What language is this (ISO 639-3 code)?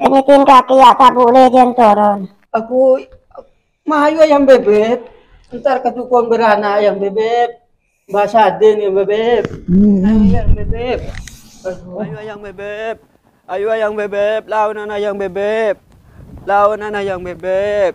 mad